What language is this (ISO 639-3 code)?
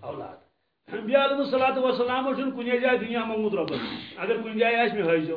kas